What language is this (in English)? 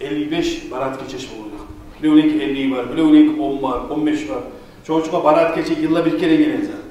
Kumyk